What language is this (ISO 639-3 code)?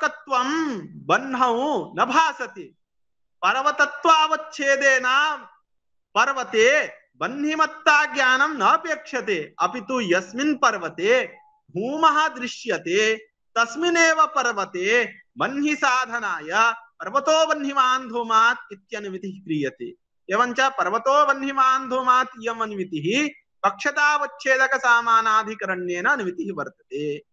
san